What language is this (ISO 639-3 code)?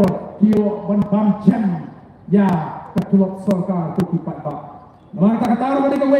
kha